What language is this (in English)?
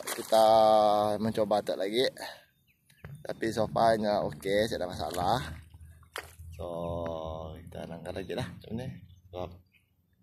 Malay